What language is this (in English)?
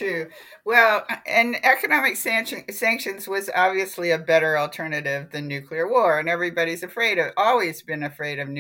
English